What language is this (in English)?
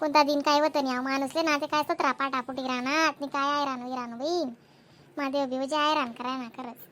Khandesi